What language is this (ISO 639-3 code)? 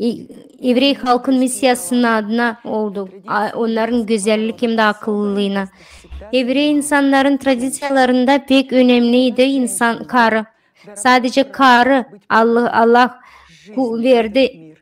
gag